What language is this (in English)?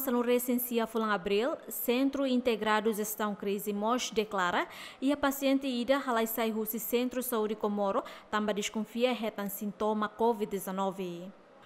Tetum